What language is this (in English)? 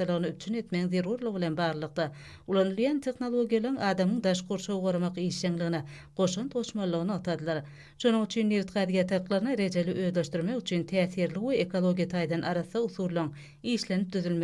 Turkmen